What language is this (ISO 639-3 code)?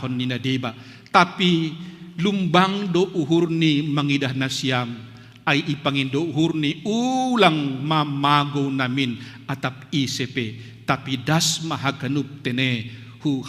bts